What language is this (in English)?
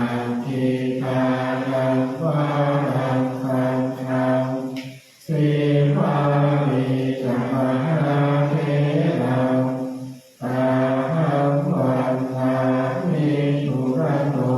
Pali